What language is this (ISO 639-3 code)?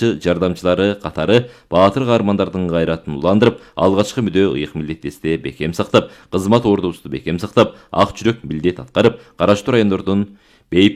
kir